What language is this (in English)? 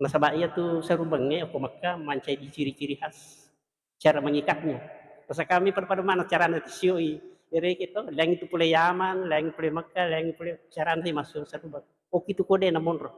Buginese